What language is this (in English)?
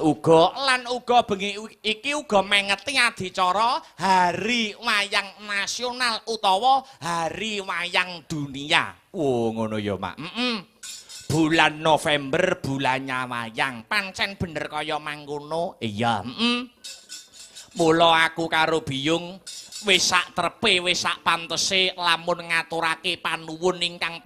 Javanese